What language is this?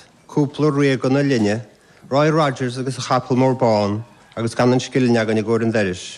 Irish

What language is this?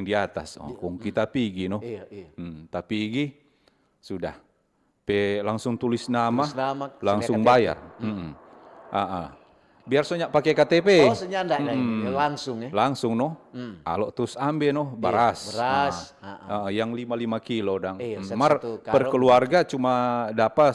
Manado Malay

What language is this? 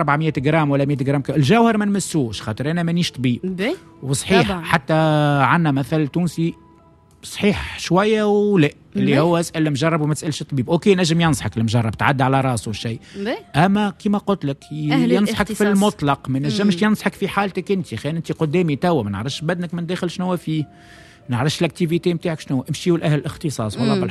Tunisian Arabic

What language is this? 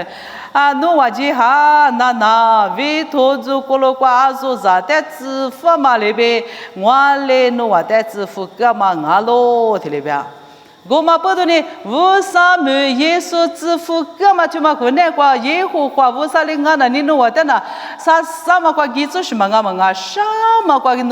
Lisu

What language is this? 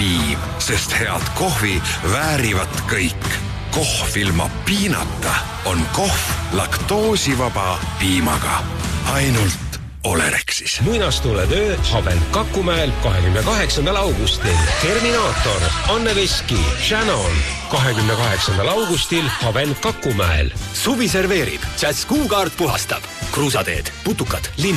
Estonian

